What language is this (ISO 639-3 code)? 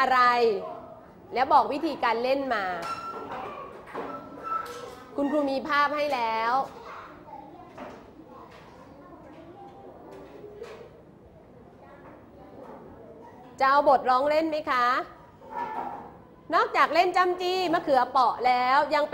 tha